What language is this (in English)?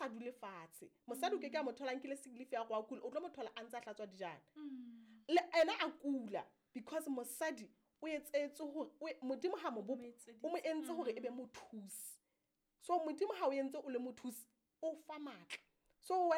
Southern Sotho